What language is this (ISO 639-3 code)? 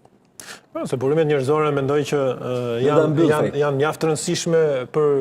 sqi